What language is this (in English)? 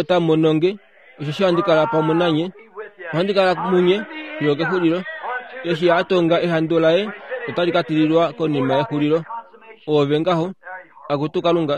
Kuanyama